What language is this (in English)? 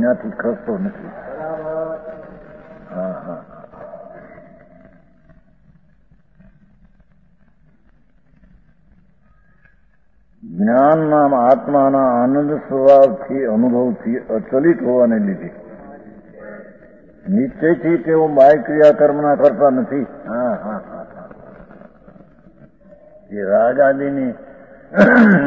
Gujarati